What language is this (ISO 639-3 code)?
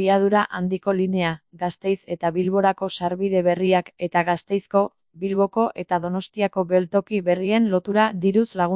eus